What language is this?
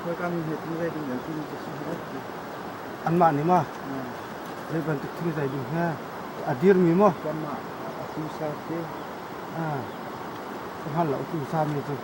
Hakha Chin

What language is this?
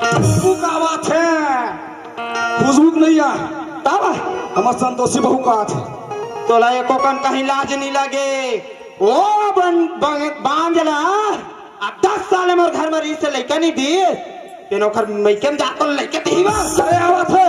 Chhattisgarhi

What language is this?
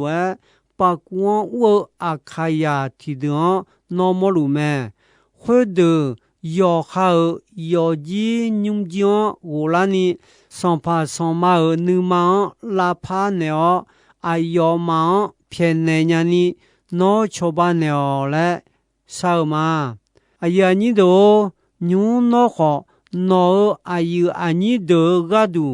Akha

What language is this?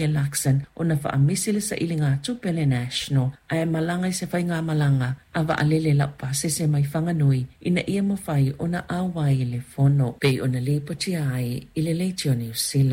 Samoan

